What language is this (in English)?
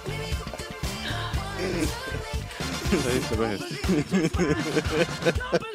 Estonian